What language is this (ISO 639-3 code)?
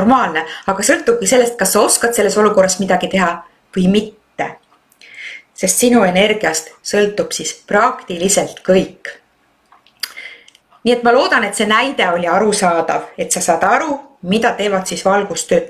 est